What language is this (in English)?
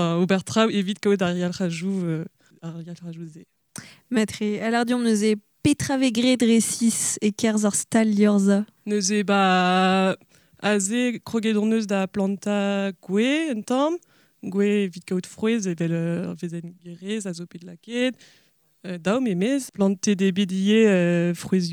Breton